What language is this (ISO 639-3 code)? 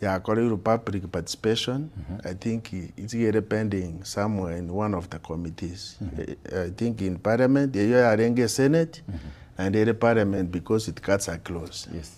guz